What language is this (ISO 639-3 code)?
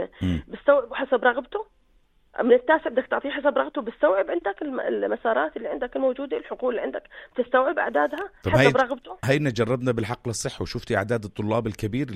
apc